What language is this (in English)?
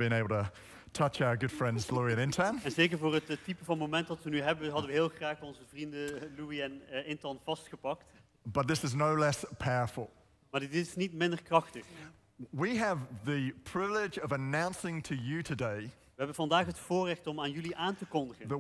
Dutch